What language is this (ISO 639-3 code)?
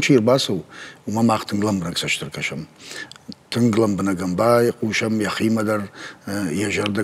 oss